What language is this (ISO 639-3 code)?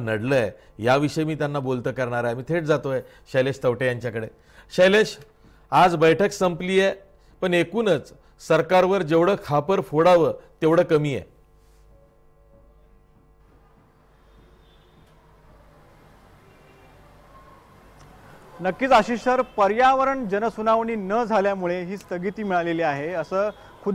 mar